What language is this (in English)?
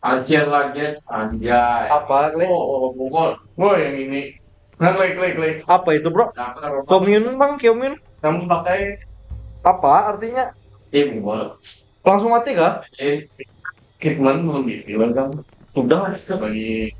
Banjar